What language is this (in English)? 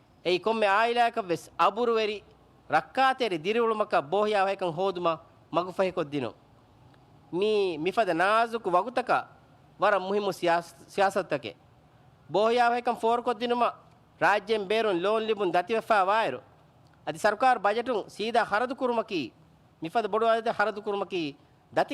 Divehi